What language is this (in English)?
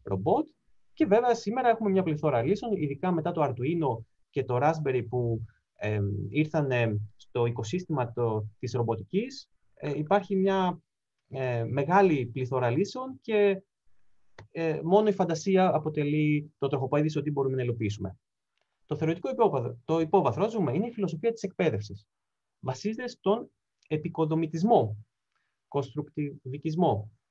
Greek